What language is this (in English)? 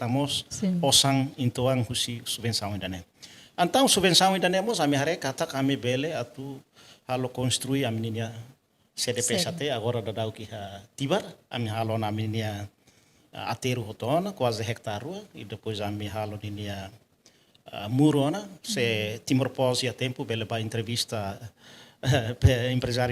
Tetum